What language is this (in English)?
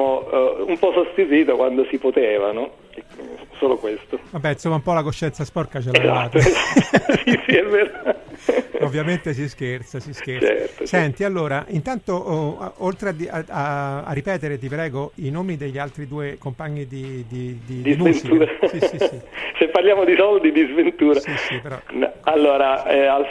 Italian